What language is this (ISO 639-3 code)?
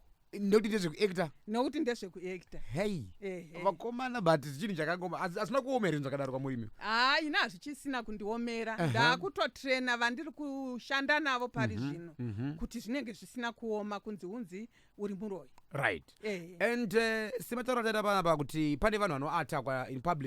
sna